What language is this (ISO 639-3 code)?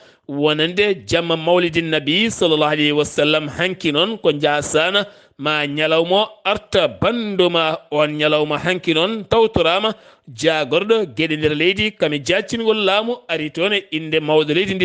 ful